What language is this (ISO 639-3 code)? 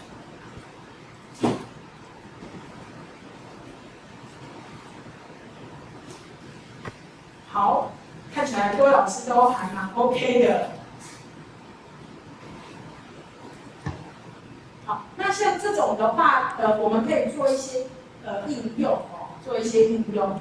zho